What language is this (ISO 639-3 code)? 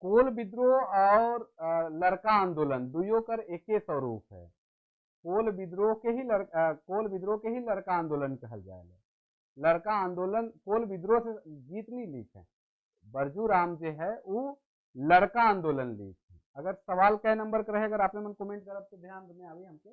sck